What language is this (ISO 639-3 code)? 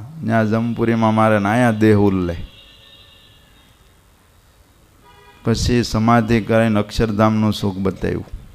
guj